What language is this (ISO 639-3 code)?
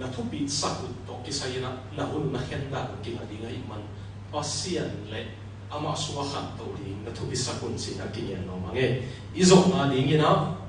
ctd